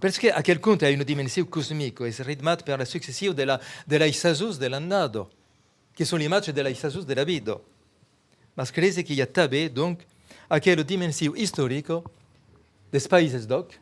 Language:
Occitan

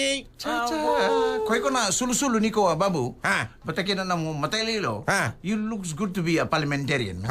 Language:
Fijian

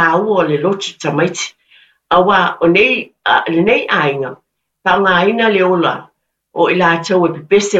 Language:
Samoan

